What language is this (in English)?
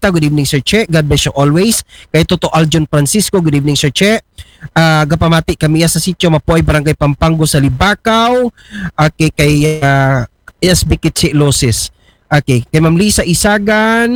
Aklanon